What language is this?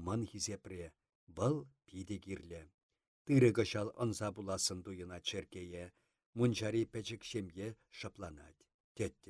Chuvash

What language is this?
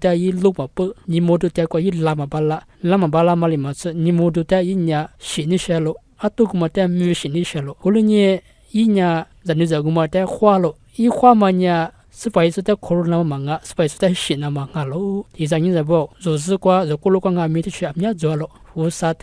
Lisu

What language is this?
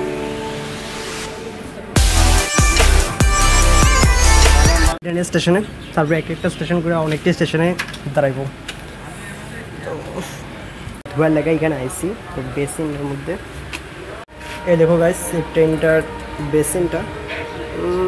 Bangla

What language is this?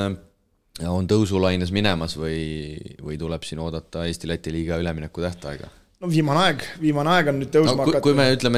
Estonian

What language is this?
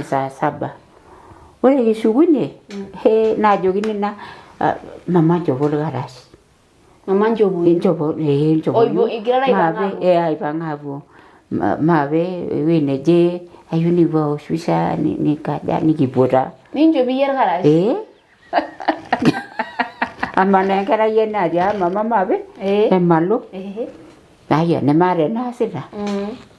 Masai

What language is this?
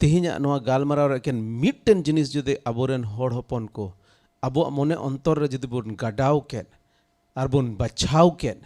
Santali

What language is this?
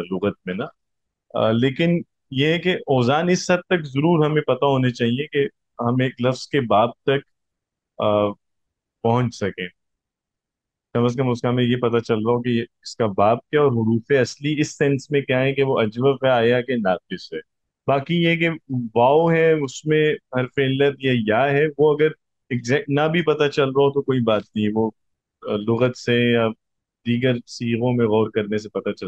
Urdu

